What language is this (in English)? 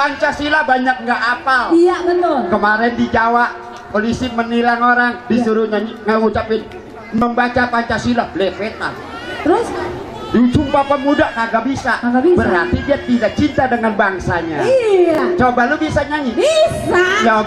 Betawi